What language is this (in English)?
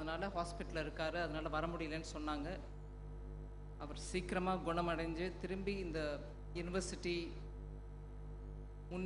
Tamil